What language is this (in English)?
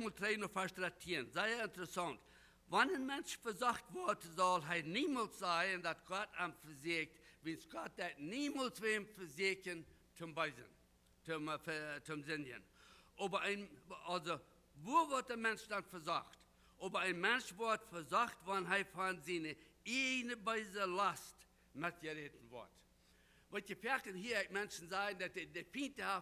Plautdietsch